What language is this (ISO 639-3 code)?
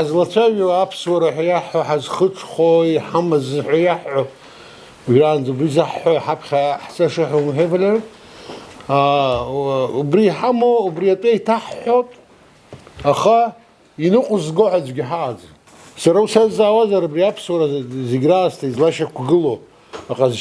abk